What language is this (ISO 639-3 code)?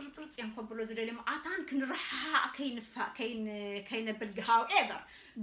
tir